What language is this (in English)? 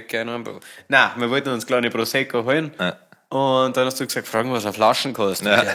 Bavarian